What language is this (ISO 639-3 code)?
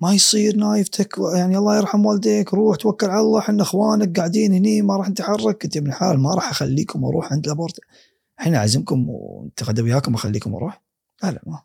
afb